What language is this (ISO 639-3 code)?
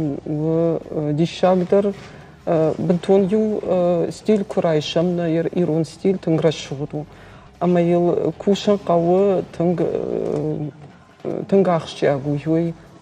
oss